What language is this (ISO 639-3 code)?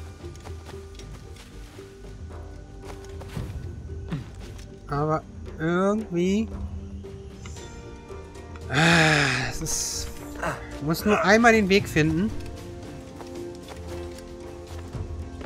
deu